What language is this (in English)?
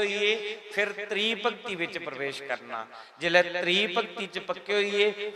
Dogri